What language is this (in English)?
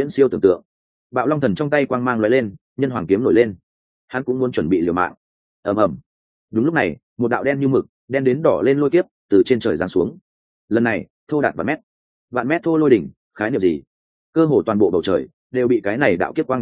Vietnamese